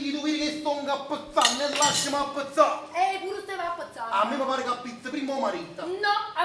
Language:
Neapolitan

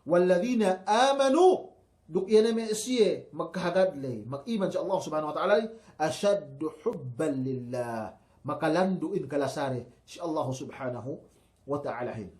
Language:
Yakan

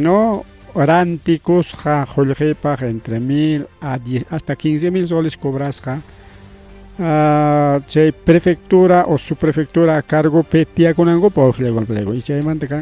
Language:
Ayacucho Quechua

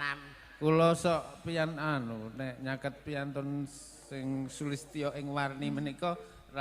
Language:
Javanese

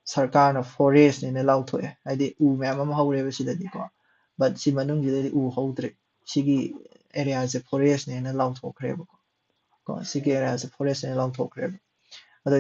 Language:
Manipuri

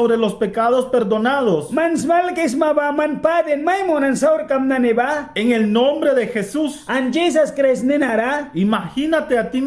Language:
Mískito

